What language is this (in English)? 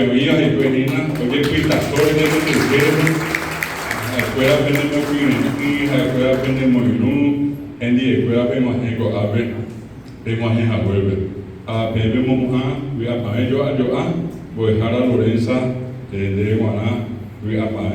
Guarani